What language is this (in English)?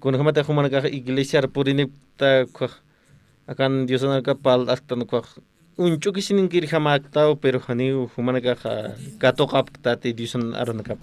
Aymara